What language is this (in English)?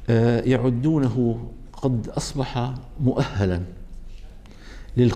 Arabic